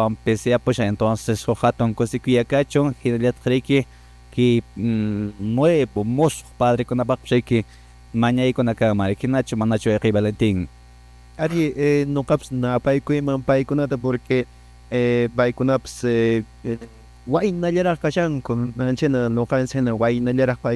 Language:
Quechua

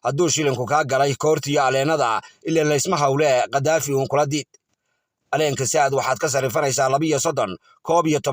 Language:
Somali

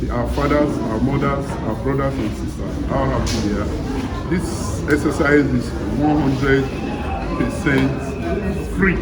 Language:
Nigerian Pidgin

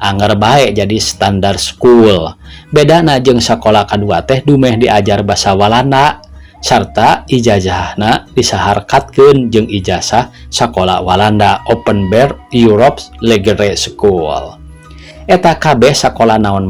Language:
Sundanese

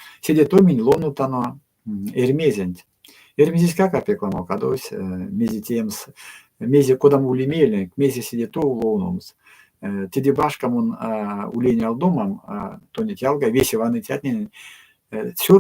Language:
Erzya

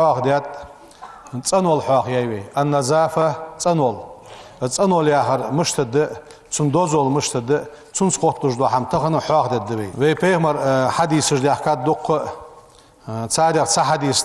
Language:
Ingush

